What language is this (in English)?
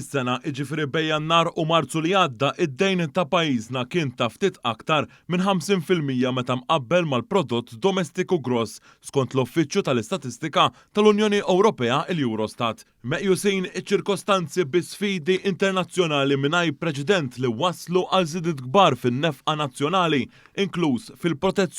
Maltese